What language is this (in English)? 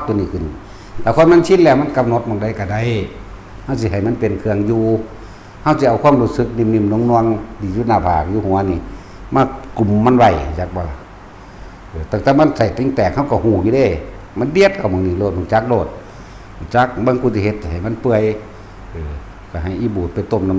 Northeastern Thai